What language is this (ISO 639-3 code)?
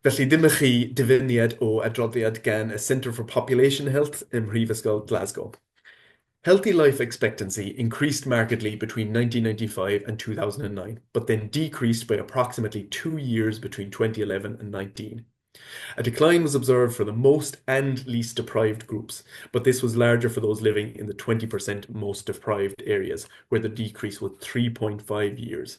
cym